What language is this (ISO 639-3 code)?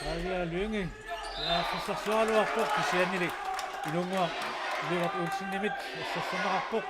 kal